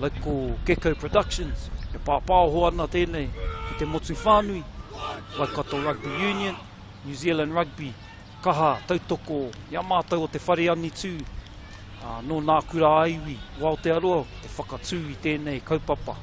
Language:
Māori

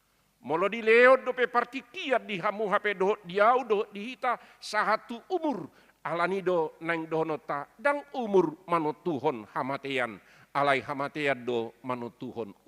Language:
Batak Toba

